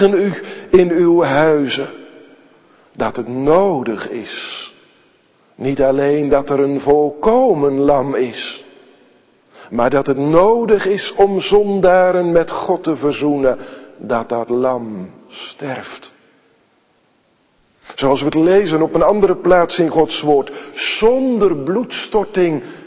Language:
Dutch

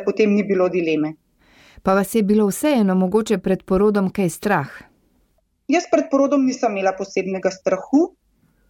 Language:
Slovenian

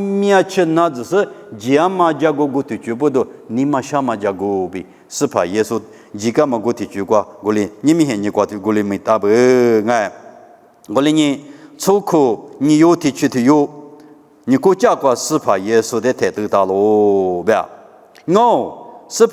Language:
Lisu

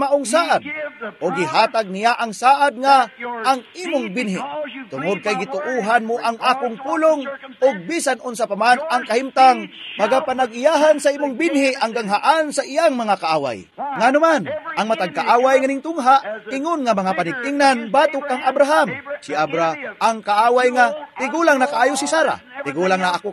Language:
Cebuano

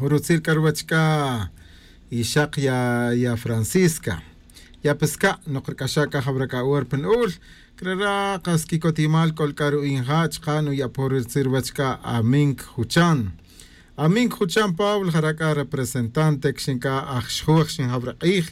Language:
Tz'utujil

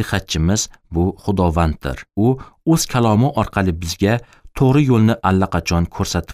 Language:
Uzbek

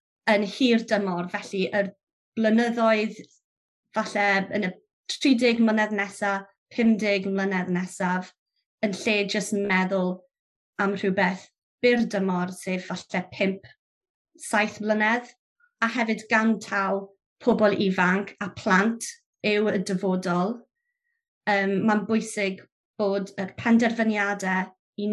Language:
Welsh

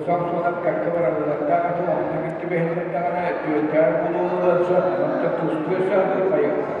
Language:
Yakut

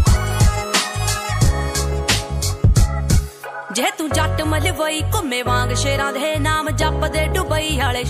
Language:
Punjabi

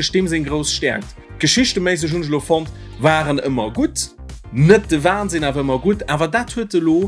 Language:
Luxembourgish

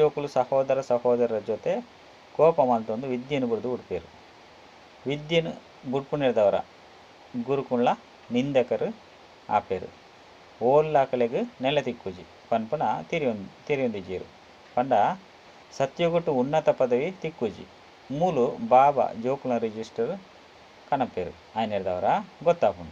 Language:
Tulu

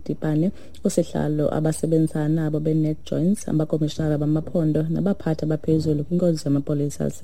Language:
Xhosa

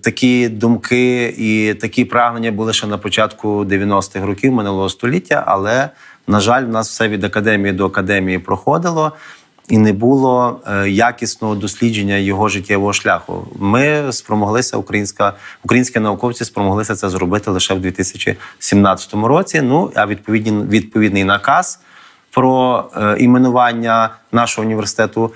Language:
Ukrainian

